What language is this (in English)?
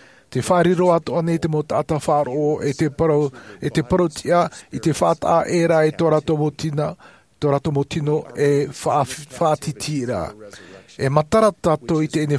Tahitian